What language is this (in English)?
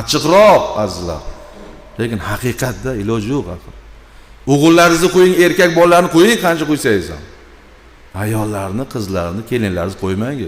Uzbek